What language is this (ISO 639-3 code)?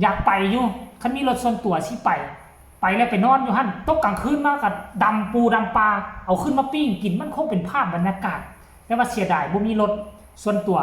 tts